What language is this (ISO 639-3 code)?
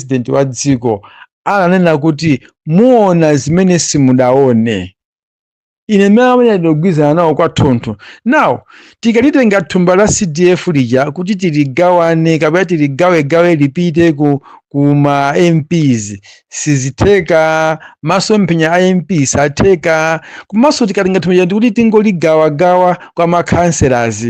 nya